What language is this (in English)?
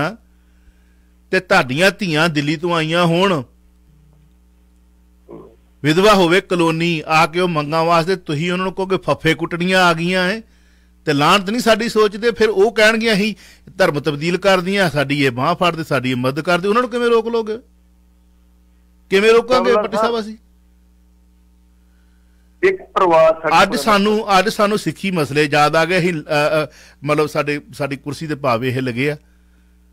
Punjabi